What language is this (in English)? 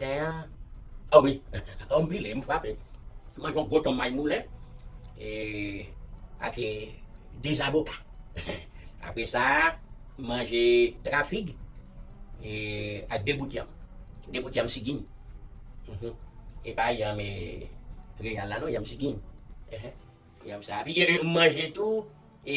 Haitian Creole